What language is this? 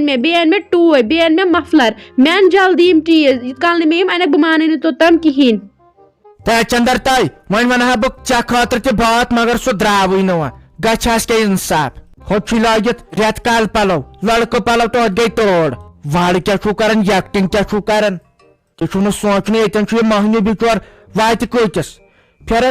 Kashmiri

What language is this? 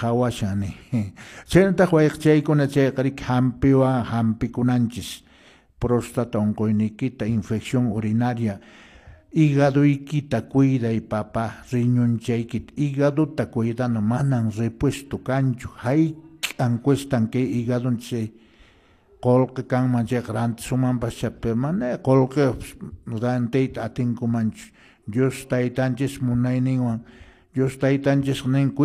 Quechua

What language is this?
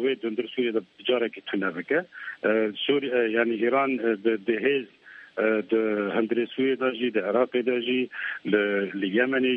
Kurdish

